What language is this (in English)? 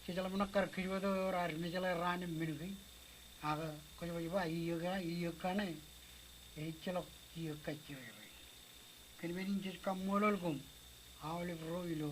Marshallese